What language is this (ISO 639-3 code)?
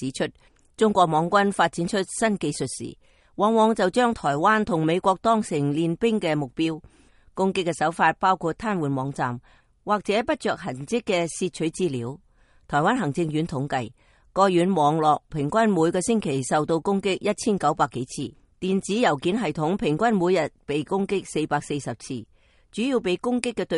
yue